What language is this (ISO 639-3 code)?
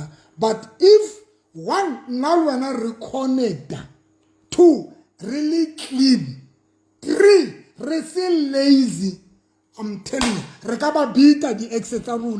sot